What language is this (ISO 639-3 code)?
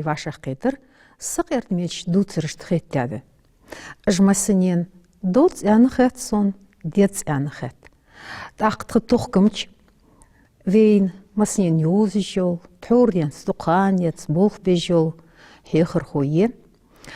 inh